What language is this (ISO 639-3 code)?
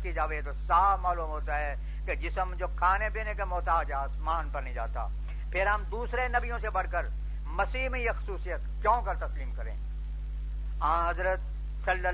urd